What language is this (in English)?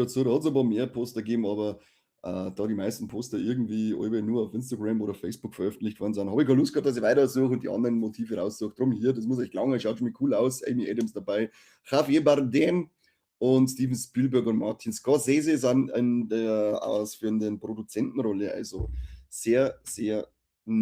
Bavarian